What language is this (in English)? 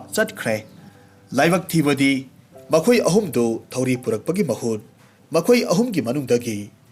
Manipuri